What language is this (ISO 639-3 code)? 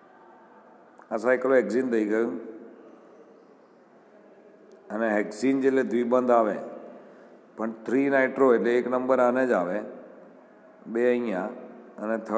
guj